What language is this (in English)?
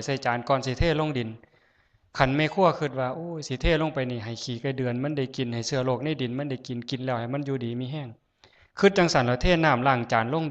Northeastern Thai